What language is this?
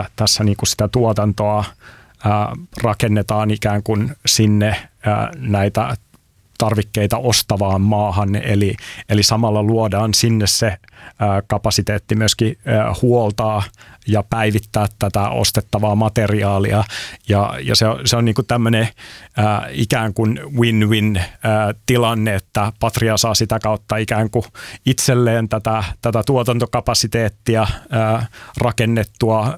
Finnish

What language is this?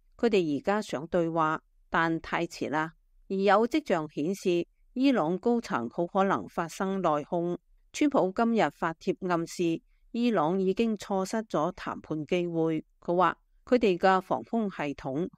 Cantonese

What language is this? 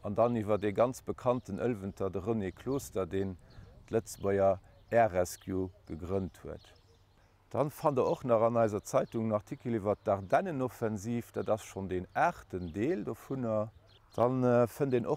Luxembourgish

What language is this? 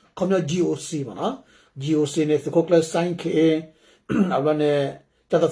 S'gaw Karen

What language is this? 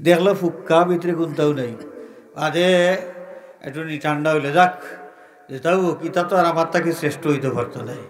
Sylheti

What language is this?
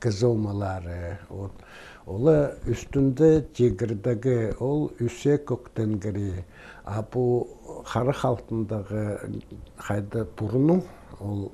Khakas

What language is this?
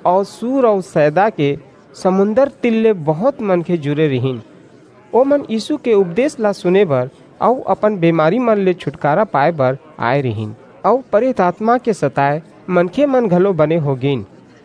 Chhattisgarhi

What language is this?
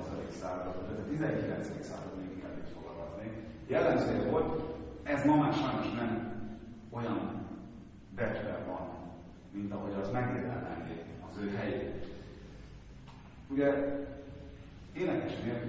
Hungarian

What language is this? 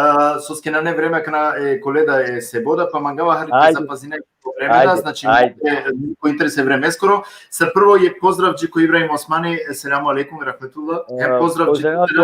Balkan Romani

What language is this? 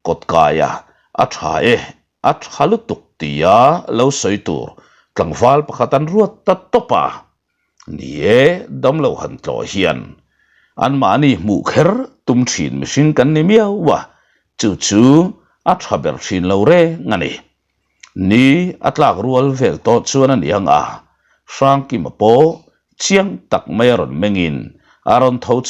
Mizo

